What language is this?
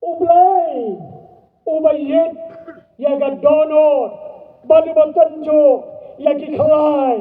Khasi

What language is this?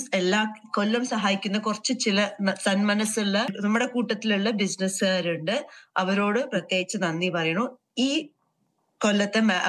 Malayalam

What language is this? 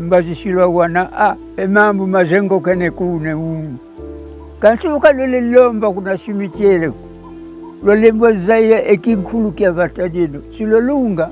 Kongo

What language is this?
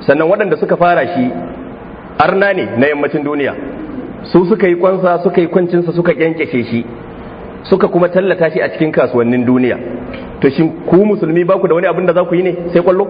Hausa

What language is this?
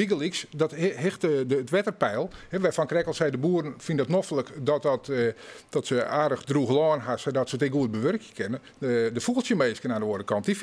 Western Frisian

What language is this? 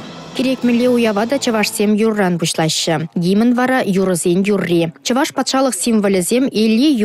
Chuvash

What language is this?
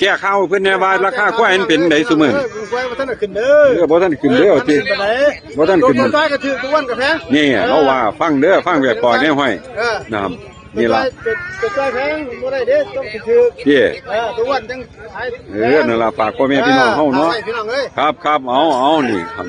Northeastern Thai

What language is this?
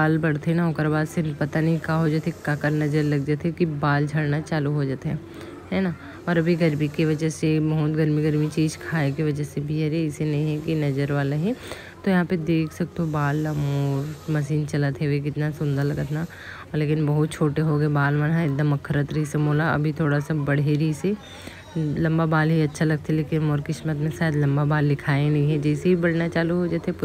Chhattisgarhi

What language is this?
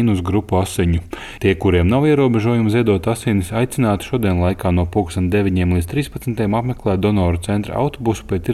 Latvian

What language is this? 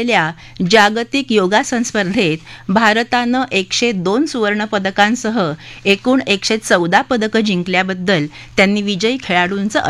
Marathi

